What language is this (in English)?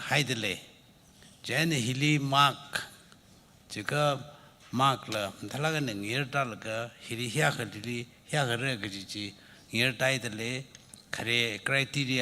Tangkhul Naga (India)